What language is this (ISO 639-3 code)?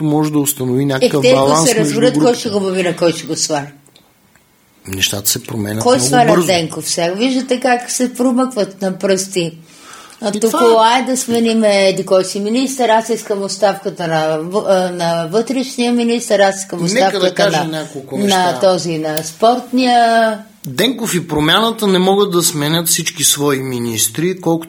bul